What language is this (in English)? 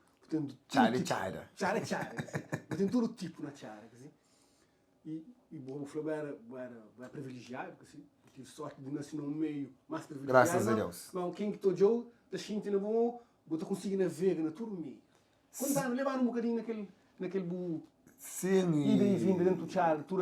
Kabuverdianu